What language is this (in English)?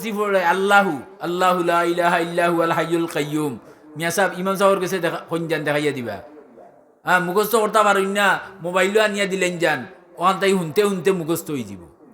Sylheti